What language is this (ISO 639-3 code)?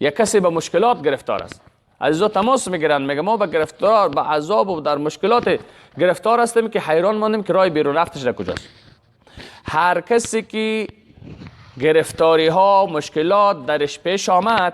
fas